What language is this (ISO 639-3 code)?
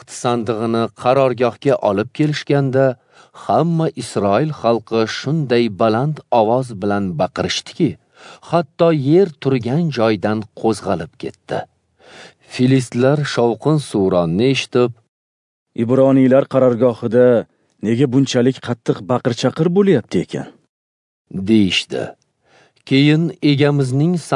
uzb